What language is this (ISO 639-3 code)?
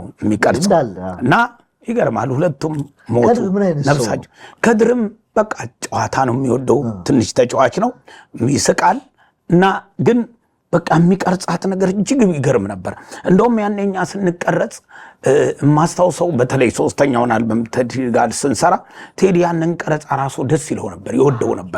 amh